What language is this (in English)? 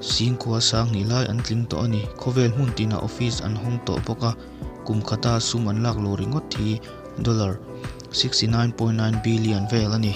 Mizo